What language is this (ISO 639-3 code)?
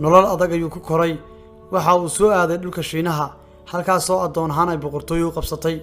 som